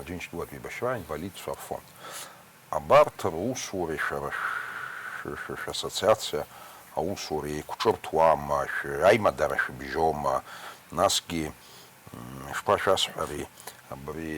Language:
Abkhazian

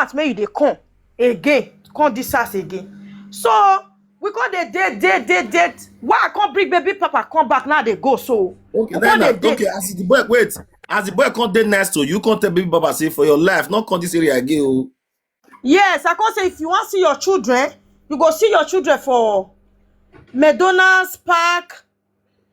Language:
Nigerian Pidgin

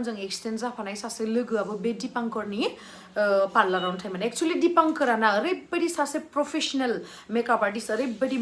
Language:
Bodo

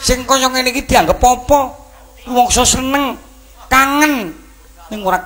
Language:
Javanese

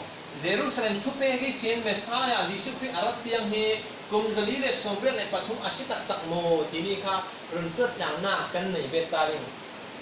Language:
Falam Chin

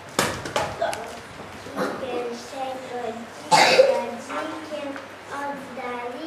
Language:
Polish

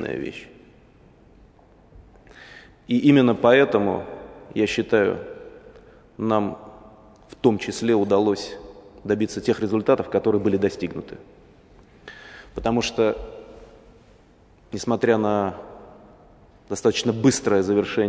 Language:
Russian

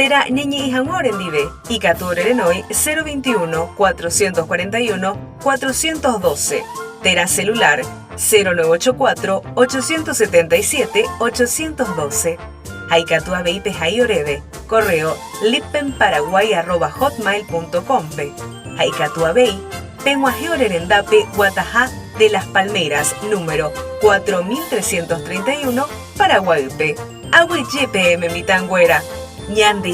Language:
Guarani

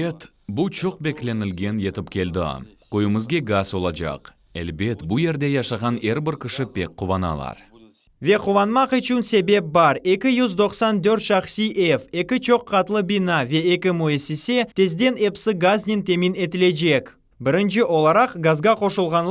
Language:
Crimean Tatar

